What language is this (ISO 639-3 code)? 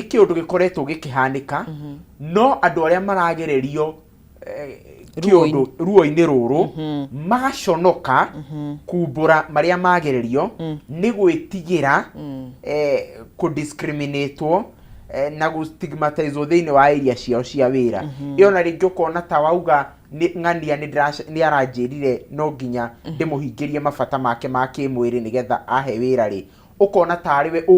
kik